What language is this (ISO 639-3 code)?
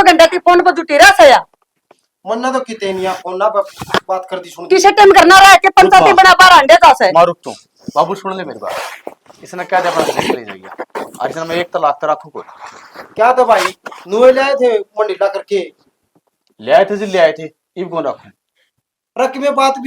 bgc